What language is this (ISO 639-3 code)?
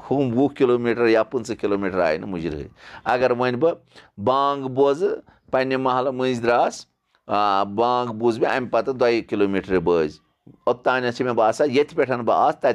kas